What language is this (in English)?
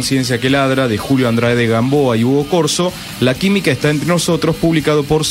Spanish